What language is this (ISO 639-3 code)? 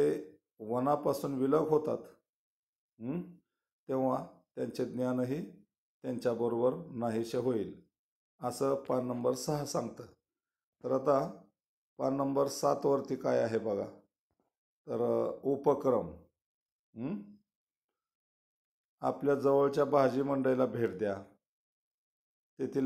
mar